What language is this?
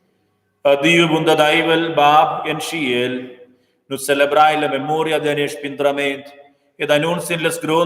Romansh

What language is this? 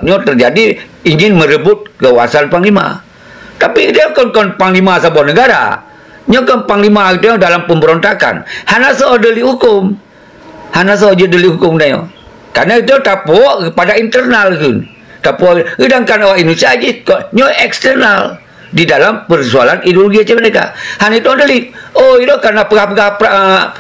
Achinese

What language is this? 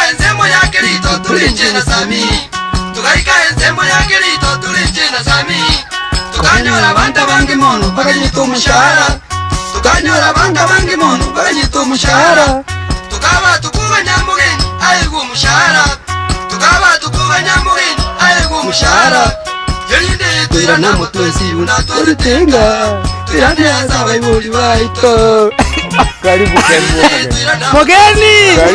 Gusii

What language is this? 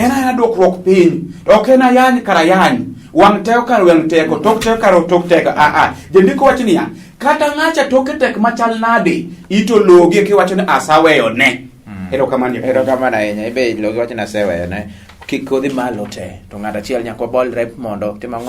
Luo (Kenya and Tanzania)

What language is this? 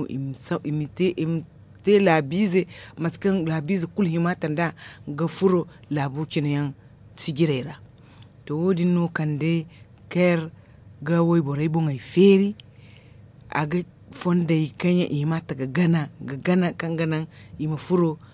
Zarma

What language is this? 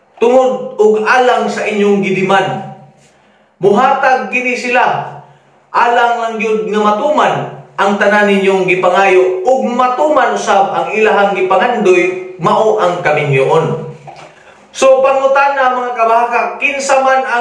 Cebuano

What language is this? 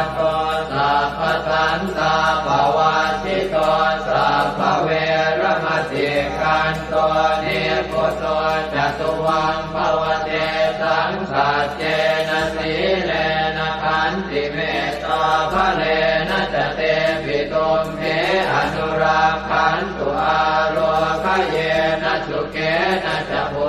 Pali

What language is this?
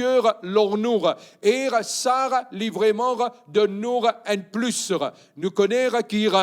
Morisyen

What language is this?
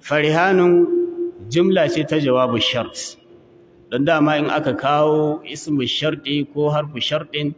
Hausa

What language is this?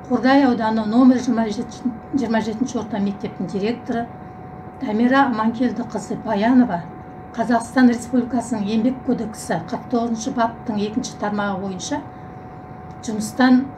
Kazakh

